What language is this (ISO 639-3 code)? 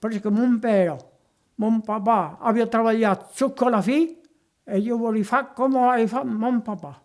oci